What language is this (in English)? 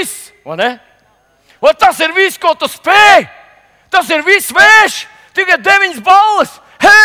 Latvian